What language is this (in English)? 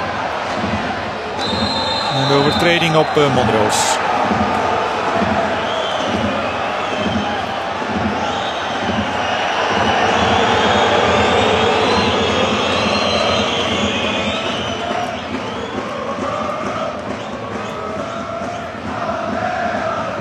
Dutch